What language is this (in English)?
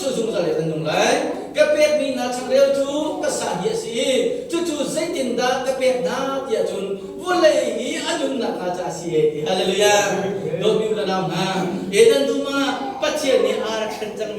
Hakha Chin